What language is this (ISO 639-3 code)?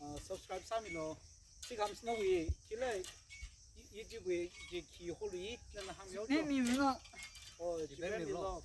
nmf